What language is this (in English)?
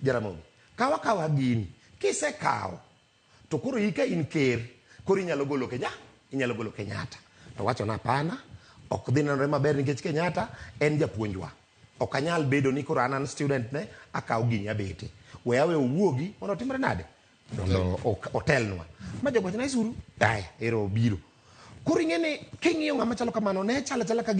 Luo (Kenya and Tanzania)